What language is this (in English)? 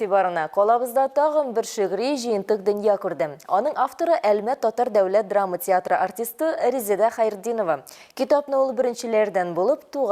Tatar